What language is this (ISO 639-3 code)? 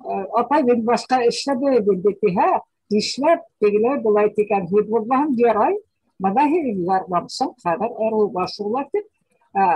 bak